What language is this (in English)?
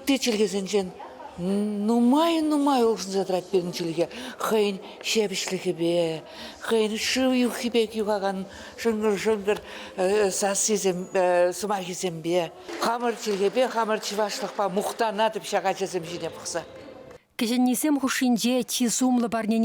Chuvash